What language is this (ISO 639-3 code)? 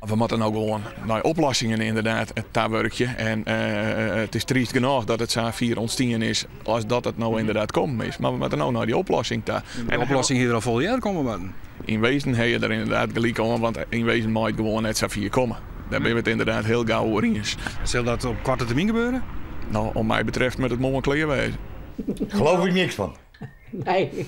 fry